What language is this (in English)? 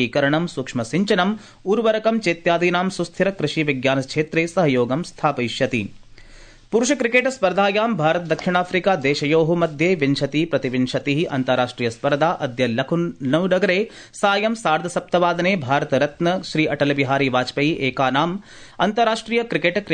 Sanskrit